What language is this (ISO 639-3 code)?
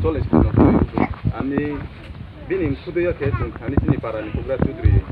ria